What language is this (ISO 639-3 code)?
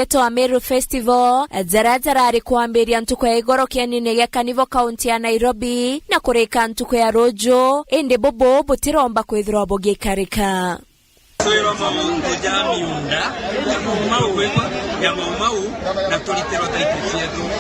mer